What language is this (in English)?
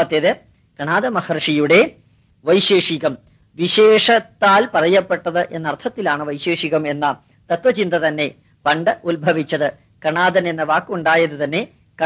Malayalam